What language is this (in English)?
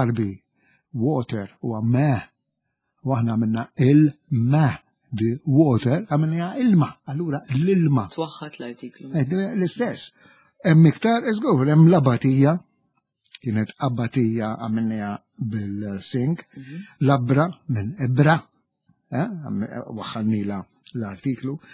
Maltese